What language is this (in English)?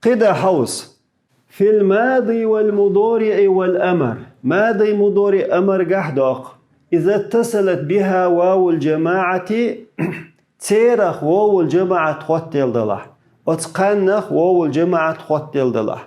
Chechen